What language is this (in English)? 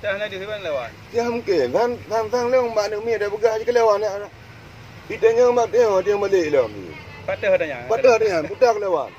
Achinese